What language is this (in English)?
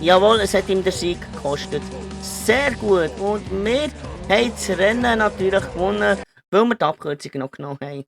Swiss German